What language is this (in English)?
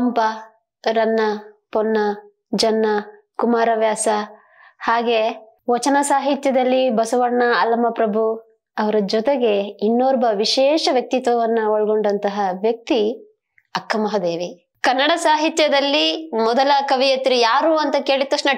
Kannada